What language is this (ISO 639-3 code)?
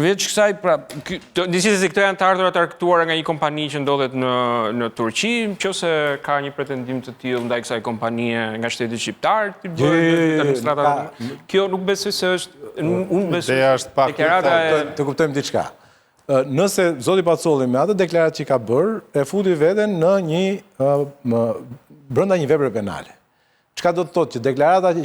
sqi